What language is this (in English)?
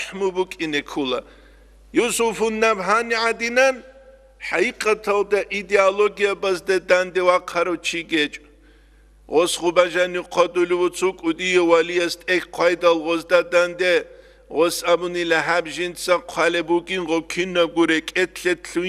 Avaric